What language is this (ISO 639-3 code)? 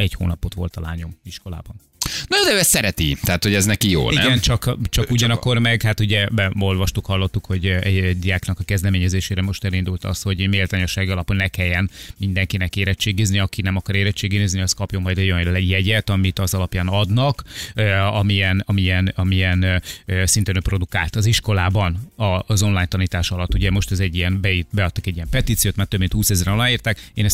hun